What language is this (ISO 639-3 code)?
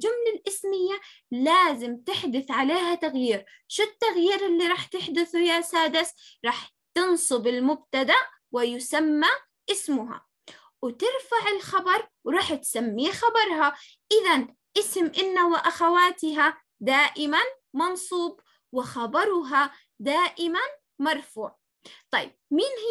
ajp